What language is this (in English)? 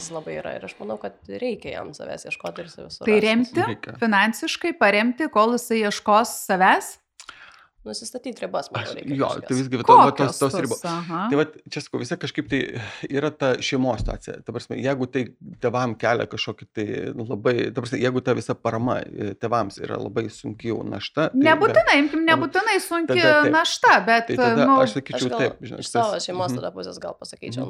Lithuanian